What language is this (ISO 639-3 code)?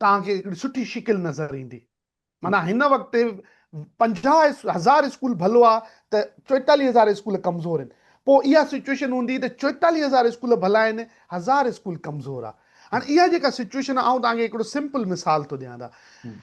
snd